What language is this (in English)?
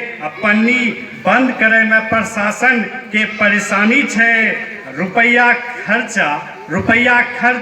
Angika